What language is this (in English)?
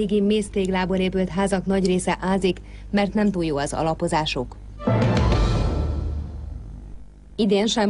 Hungarian